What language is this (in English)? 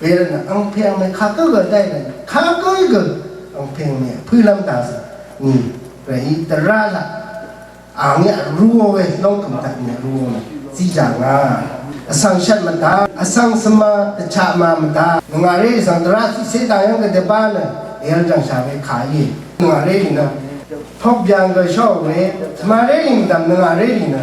Rawang